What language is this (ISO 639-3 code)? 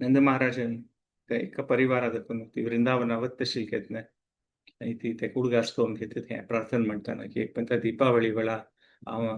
kok